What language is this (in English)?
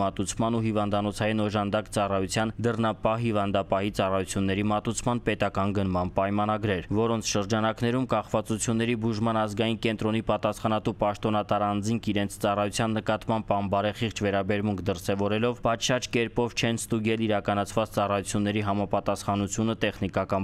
Armenian